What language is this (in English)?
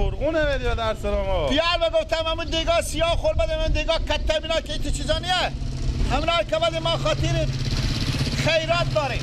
Persian